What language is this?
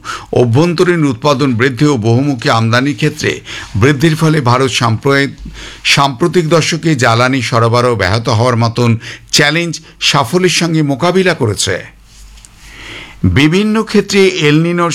Bangla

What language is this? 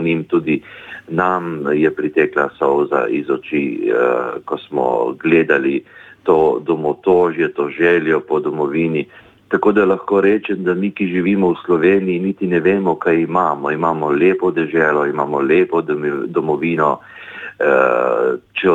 Slovenian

